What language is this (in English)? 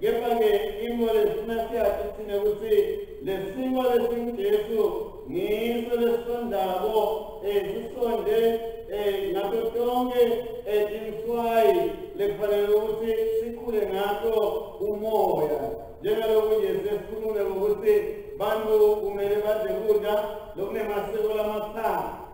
Swati